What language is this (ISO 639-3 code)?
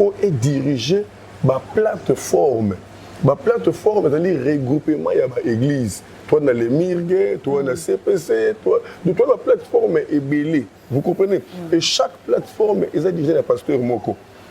lin